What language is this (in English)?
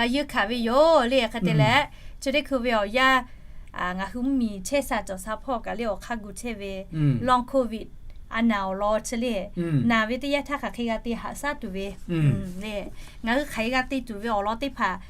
Lahu